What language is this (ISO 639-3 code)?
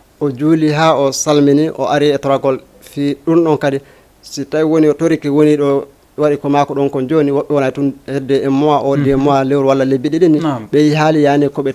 ful